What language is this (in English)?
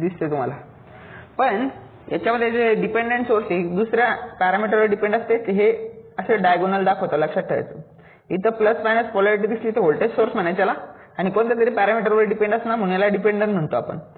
Marathi